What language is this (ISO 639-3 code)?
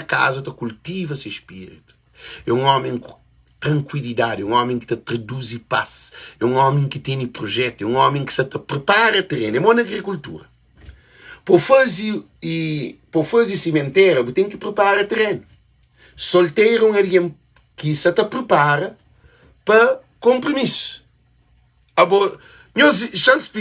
kea